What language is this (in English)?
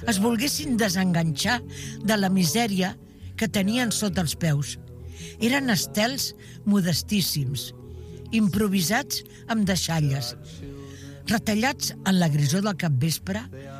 Catalan